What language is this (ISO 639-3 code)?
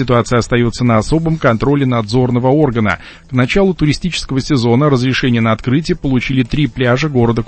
rus